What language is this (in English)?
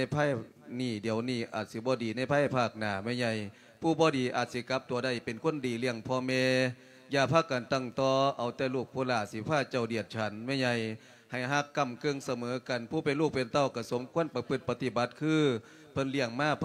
Lao